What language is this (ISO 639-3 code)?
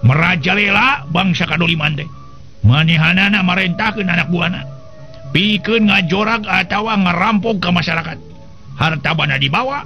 sun